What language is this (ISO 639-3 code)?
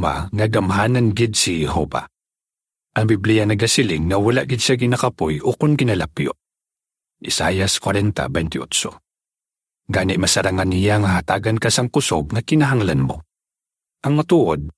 hil